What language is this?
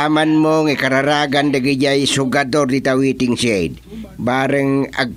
Iloko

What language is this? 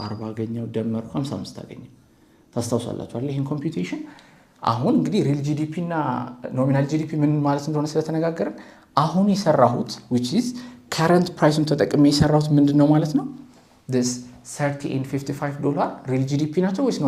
Amharic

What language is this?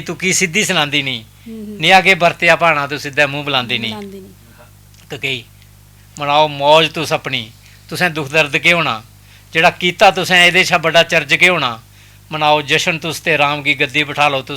Dogri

